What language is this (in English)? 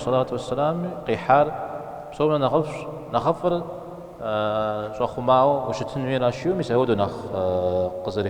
Kabardian